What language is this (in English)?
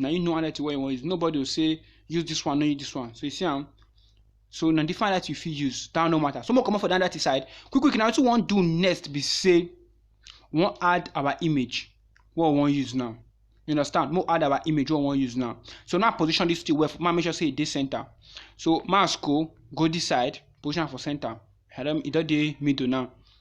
Nigerian Pidgin